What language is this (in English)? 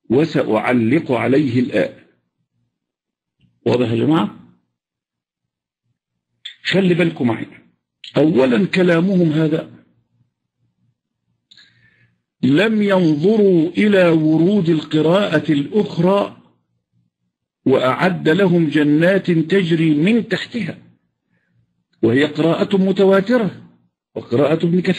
Arabic